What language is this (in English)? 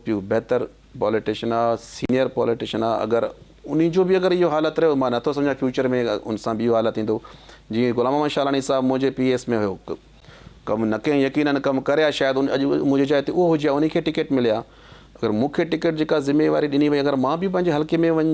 Sindhi